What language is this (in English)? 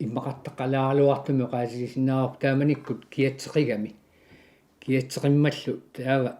Kalaallisut